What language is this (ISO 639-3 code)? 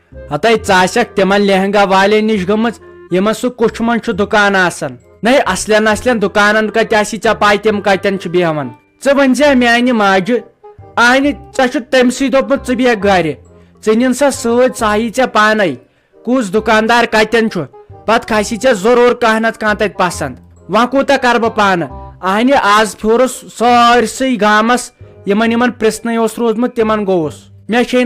kas